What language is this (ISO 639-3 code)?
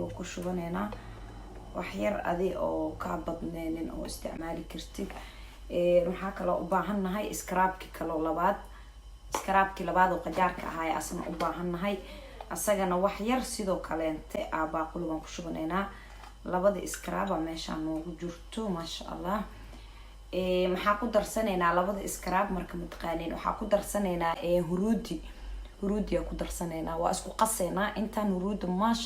som